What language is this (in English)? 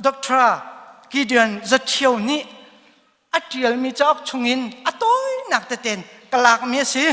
Hakha Chin